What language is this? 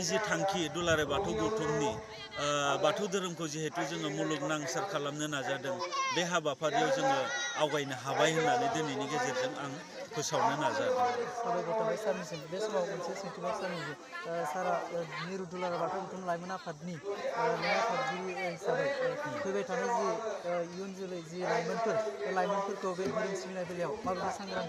Bodo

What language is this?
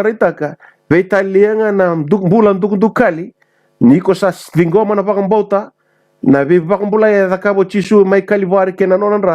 Fijian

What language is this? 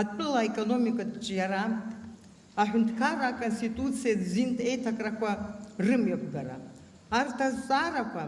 Abkhazian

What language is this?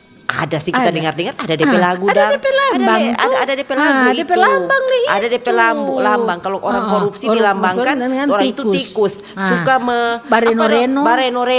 Manado Malay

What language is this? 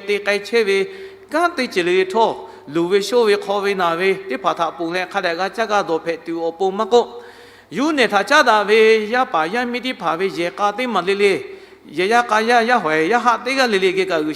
Lahu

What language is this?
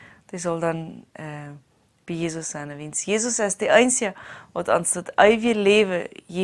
Plautdietsch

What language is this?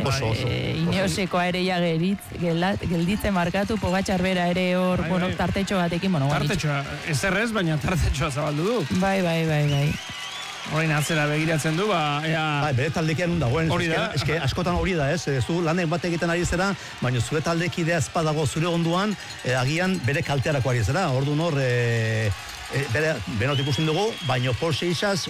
Basque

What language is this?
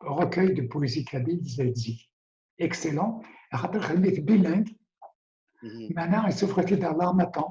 Kabyle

